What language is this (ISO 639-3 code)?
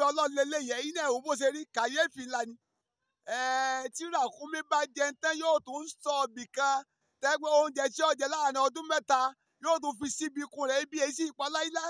yor